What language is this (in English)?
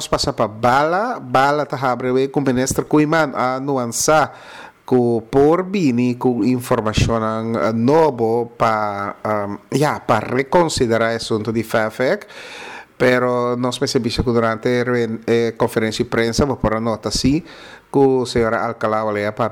Papiamento